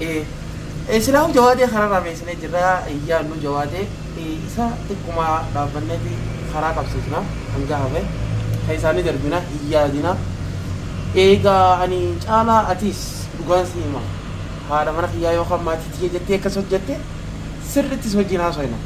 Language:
Oromo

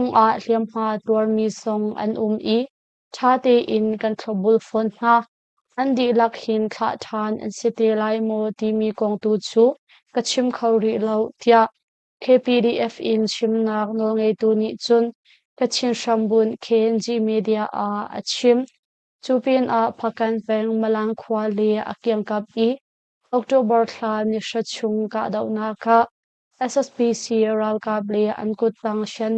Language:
Hakha Chin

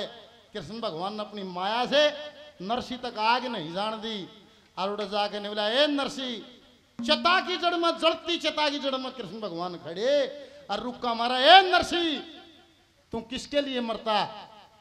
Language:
Haryanvi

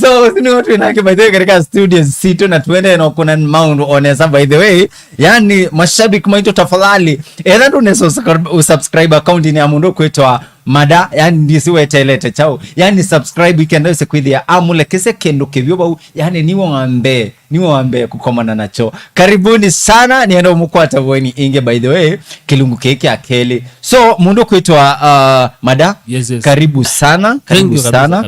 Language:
Kamba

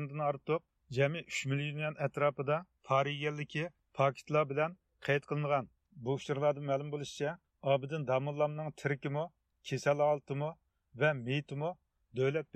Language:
Uyghur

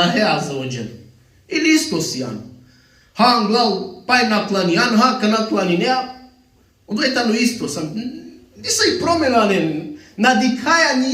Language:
Balkan Romani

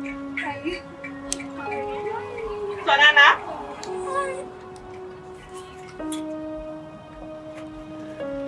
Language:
Swahili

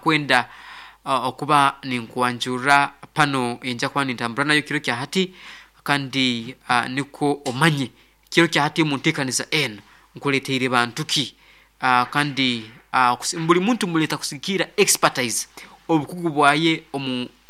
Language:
Nyoro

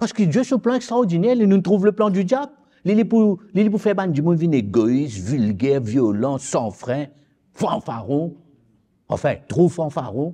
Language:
Morisyen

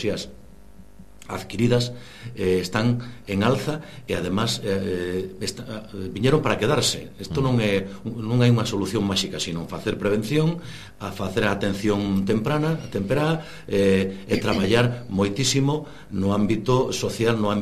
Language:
Galician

